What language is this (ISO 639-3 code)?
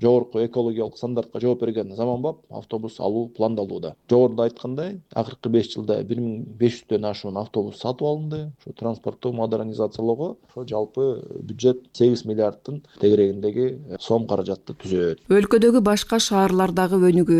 kir